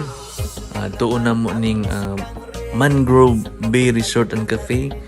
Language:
Cebuano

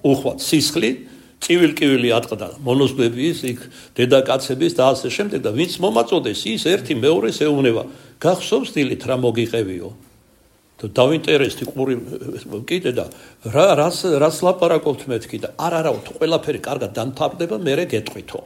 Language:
Georgian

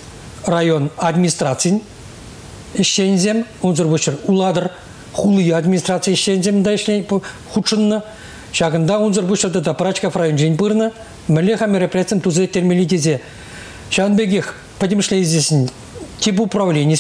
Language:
Chuvash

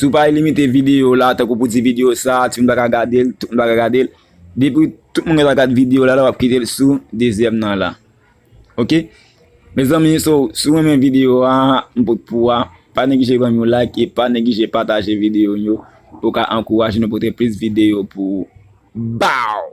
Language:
Haitian Creole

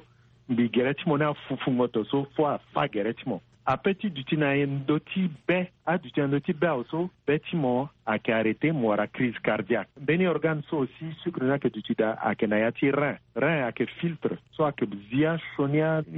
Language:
Sango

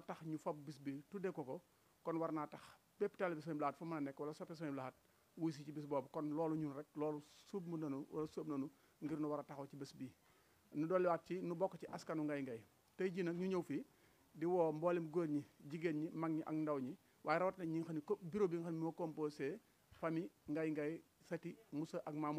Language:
Wolof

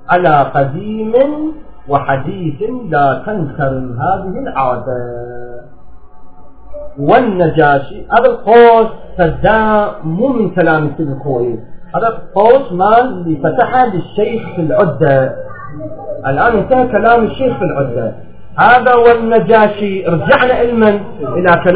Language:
Arabic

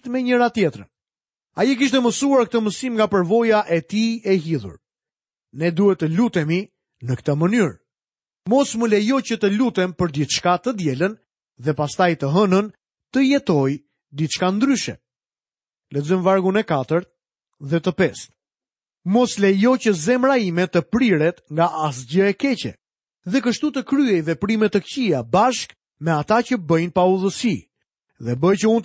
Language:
Albanian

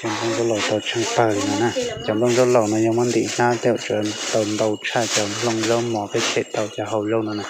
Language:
Hmong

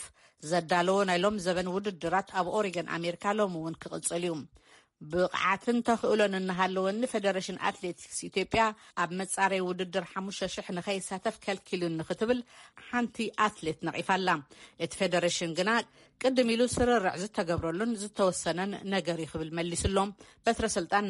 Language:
Tigrinya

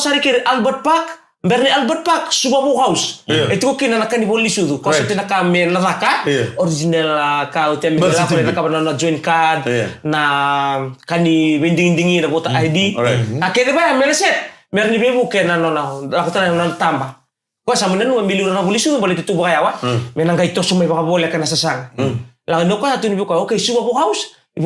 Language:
Fijian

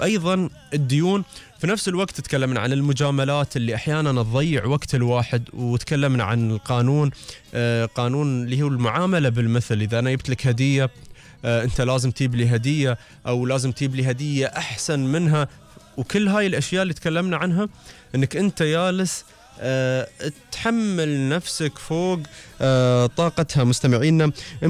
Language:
Gulf Arabic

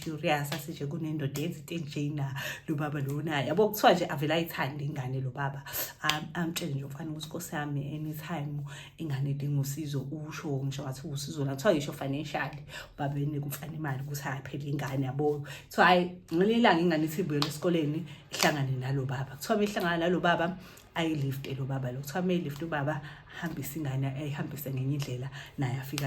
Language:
Zulu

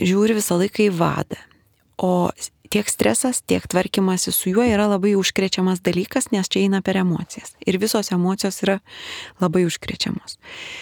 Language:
Lithuanian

